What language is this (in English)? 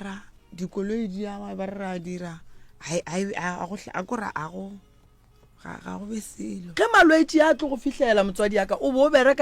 Northern Sotho